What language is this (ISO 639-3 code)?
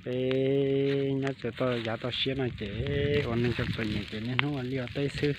hmn